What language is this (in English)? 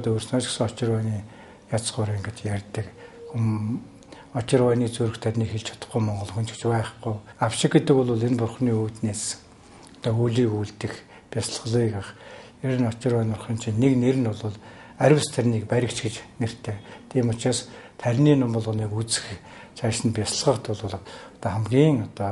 Mongolian